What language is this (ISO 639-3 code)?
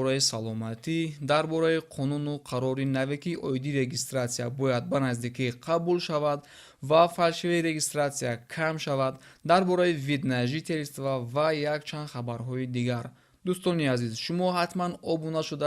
tgk